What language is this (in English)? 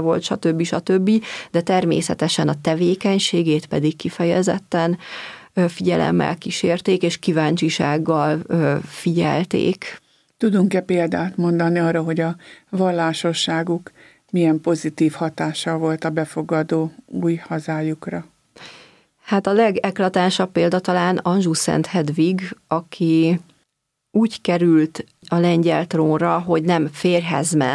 Hungarian